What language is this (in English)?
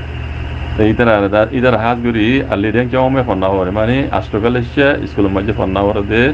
Rohingya